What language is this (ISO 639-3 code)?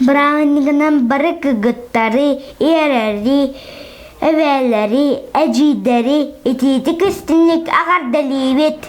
sah